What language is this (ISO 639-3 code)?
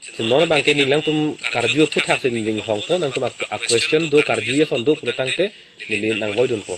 mjw